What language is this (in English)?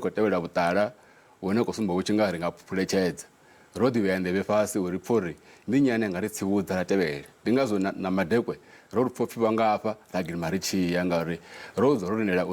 Venda